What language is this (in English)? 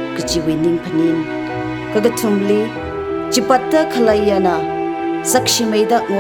Tangkhul Naga (India)